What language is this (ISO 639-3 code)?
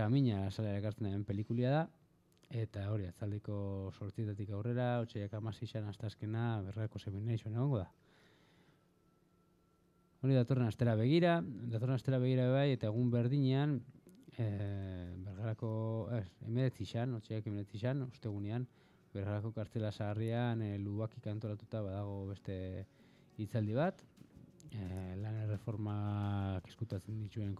eus